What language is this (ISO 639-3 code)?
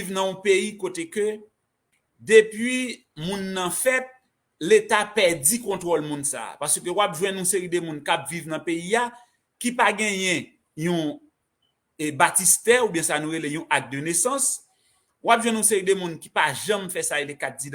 hat